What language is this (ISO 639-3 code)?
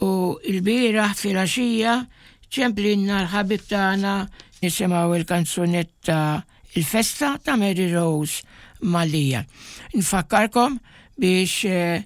mlt